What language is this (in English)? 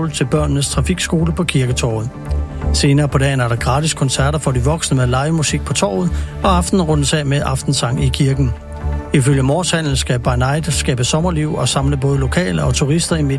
Danish